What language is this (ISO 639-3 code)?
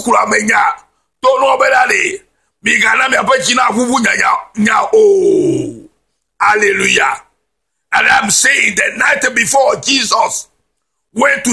ewe